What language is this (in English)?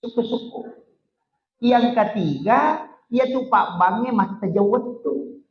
Buginese